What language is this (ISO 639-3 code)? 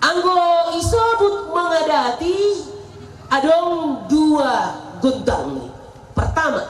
bts